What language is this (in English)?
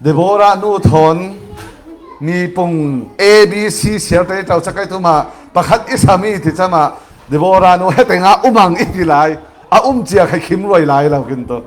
Falam Chin